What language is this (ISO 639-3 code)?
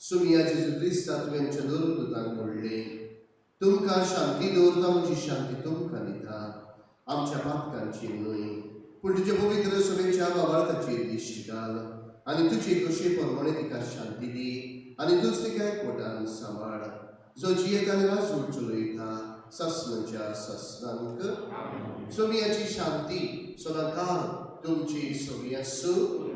kok